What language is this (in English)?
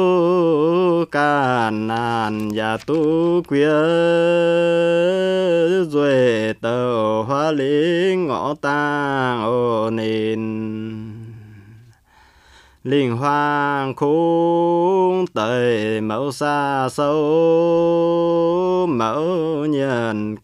Vietnamese